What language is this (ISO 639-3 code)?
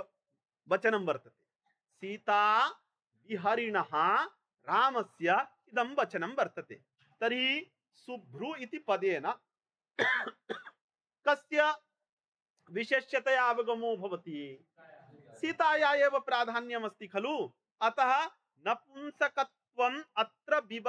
san